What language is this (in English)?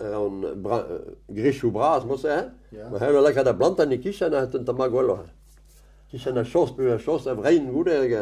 Breton